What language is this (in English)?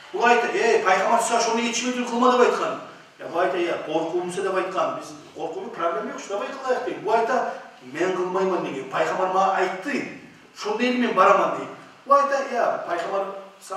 Kumyk